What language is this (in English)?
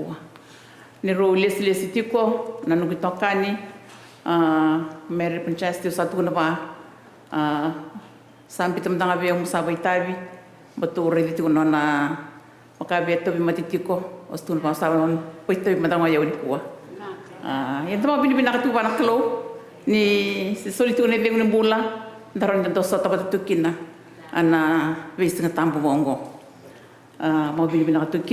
Fijian